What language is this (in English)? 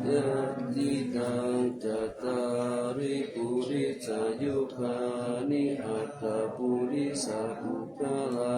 Pali